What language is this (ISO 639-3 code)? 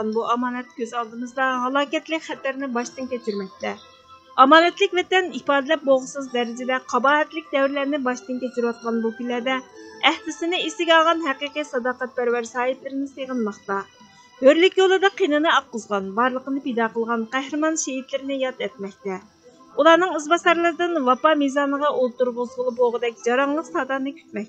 uig